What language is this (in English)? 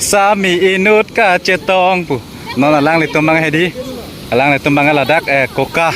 Karbi